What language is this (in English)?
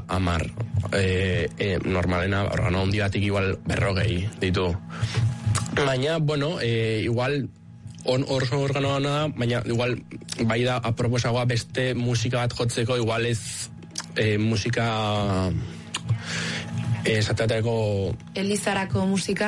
Basque